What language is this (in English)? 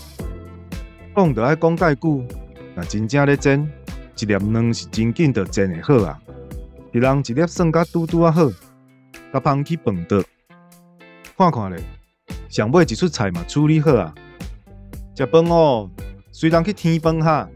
Min Nan Chinese